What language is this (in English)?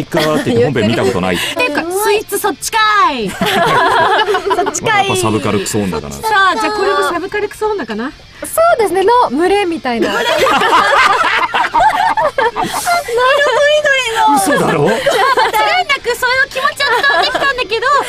Japanese